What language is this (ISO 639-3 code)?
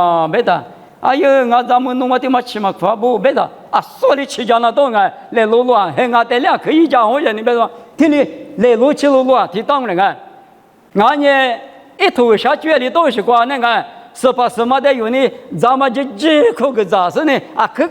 lis